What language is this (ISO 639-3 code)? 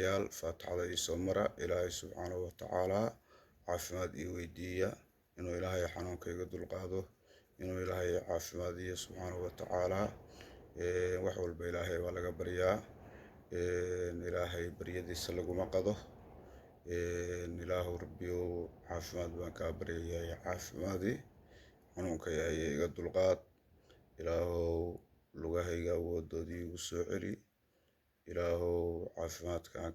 som